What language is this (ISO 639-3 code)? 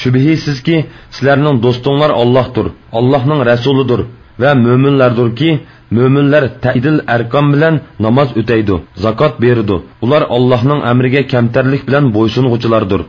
uig